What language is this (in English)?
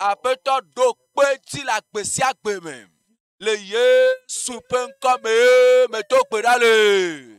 Ewe